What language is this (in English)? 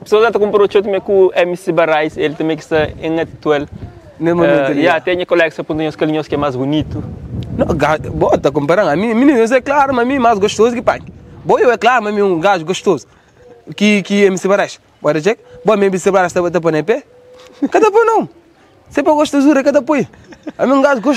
Kabuverdianu